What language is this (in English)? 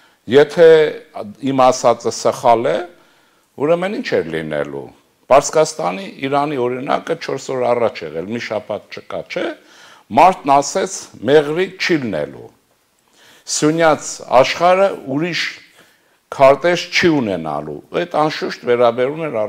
Armenian